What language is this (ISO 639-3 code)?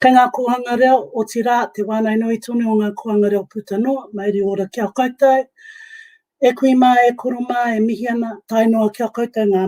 mri